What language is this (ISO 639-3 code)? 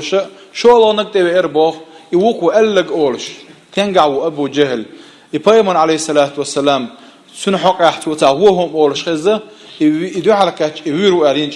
che